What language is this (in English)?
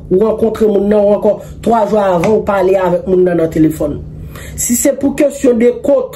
Haitian Creole